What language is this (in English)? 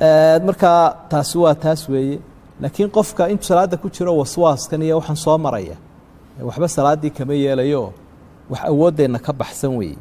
Somali